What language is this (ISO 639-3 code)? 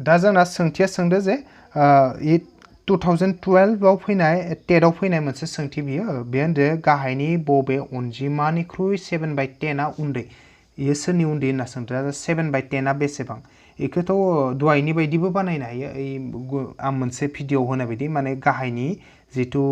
brx